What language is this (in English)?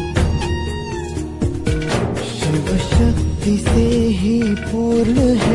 Hindi